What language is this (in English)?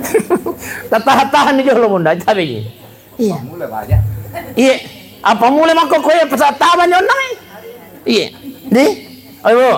Buginese